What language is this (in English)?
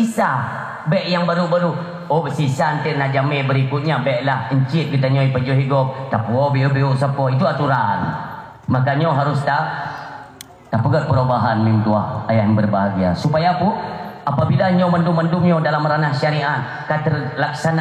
Achinese